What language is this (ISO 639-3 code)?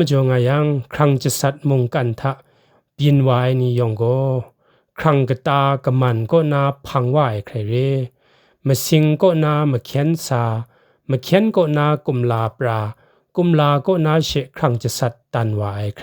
kac